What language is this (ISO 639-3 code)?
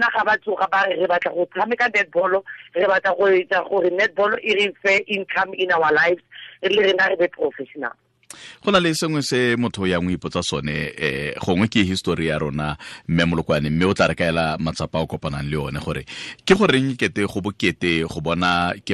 tsn